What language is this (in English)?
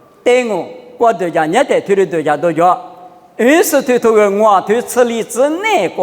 Lisu